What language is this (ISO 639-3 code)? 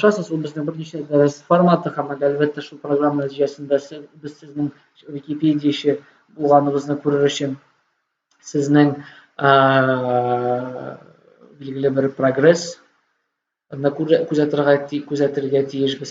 tat